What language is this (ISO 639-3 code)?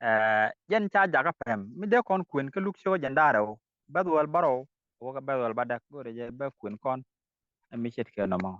nus